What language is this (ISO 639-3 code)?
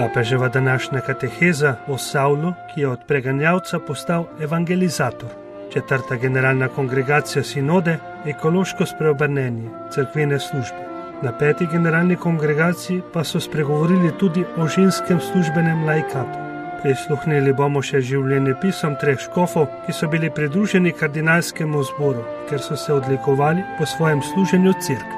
slv